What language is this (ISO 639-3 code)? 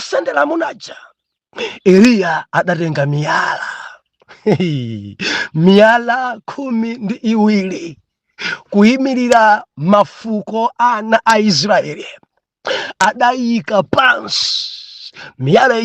nya